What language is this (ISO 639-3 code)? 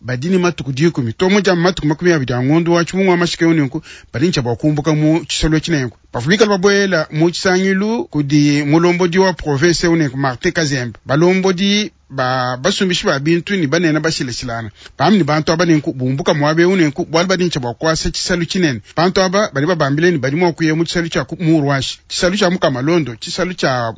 lua